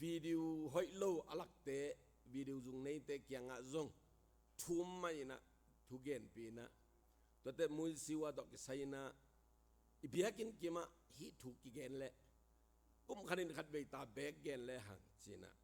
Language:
Tedim Chin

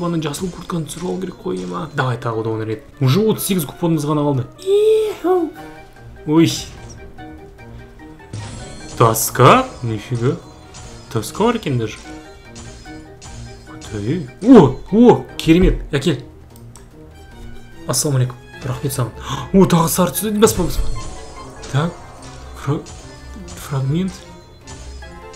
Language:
Kazakh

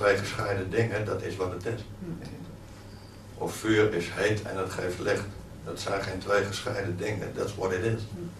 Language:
Dutch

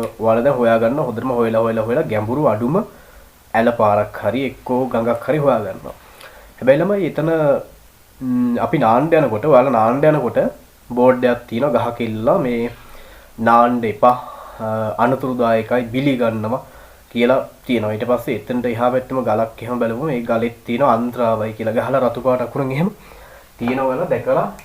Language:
Sinhala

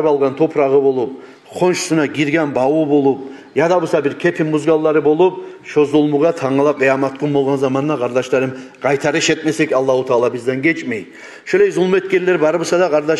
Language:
Kumyk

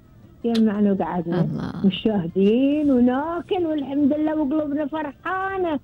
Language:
Gulf Arabic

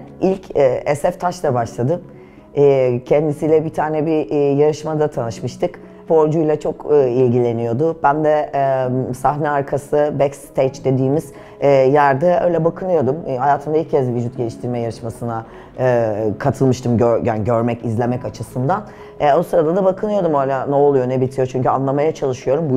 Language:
Turkish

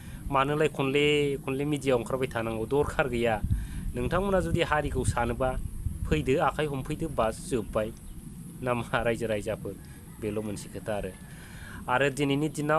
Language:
Bodo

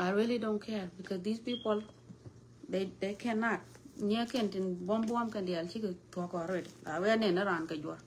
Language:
Nuer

